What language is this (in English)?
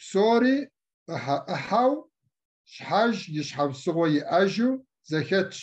Kabardian